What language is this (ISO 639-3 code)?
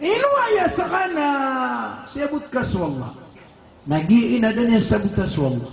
mrw